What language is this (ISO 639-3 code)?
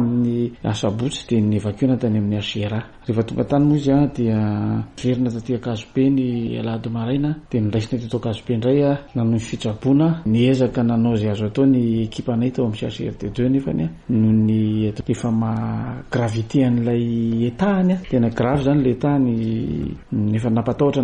mlg